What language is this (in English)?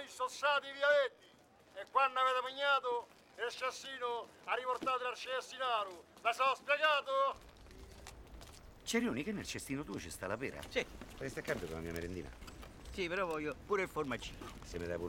Italian